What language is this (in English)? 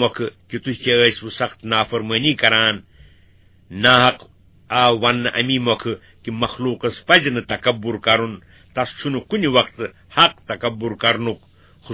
Kashmiri